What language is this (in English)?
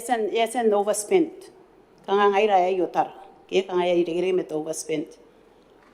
Gilbertese